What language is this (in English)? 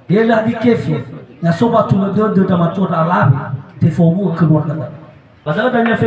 Nias